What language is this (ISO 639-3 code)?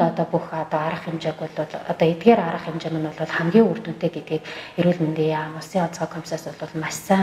mon